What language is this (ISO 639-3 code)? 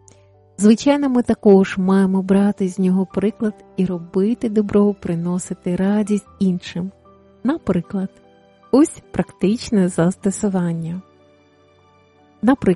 ukr